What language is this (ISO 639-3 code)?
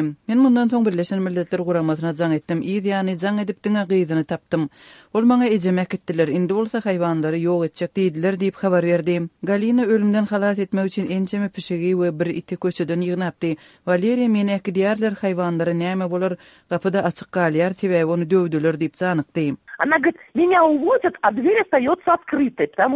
kir